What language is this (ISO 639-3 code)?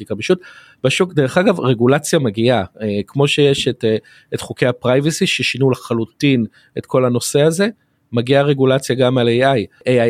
heb